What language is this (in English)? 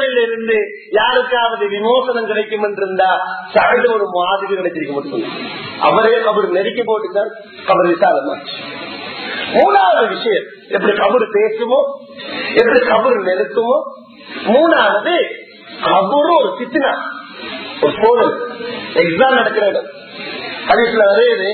Tamil